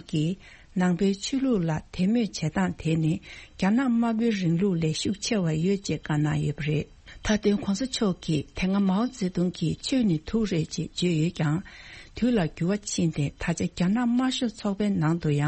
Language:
Tibetan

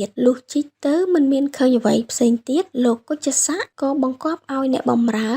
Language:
Khmer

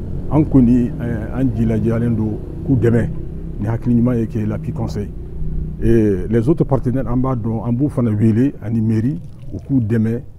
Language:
Bambara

